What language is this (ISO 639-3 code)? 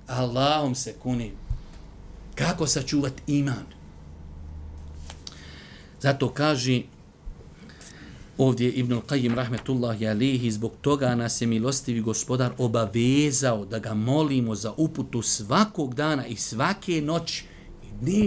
bos